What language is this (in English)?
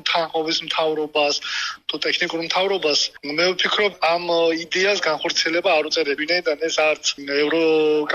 Georgian